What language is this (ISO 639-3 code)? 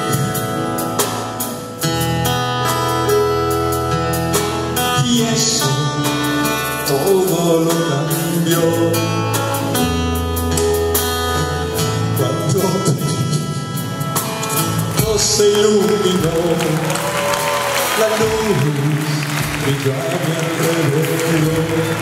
spa